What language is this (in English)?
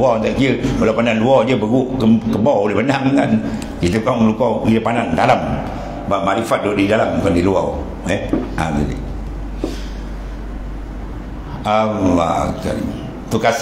Malay